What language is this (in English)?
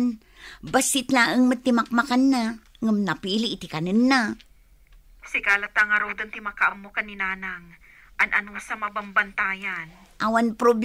Iloko